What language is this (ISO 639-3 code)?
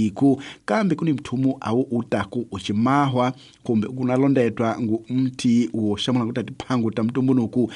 tso